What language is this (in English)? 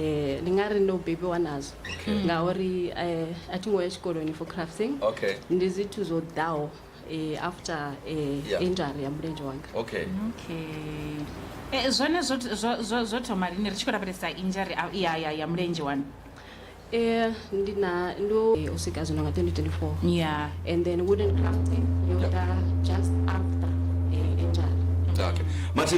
Venda